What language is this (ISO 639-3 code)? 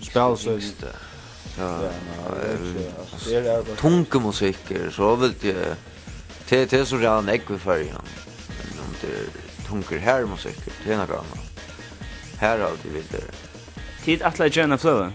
fao